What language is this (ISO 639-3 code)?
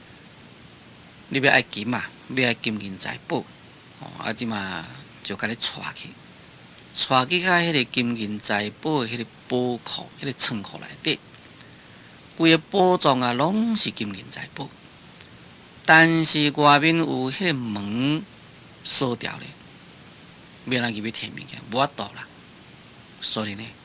nan